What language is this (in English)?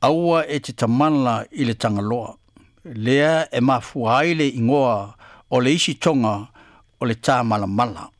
Samoan